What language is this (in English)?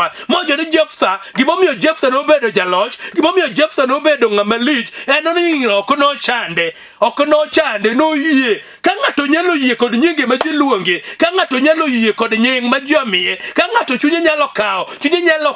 Luo (Kenya and Tanzania)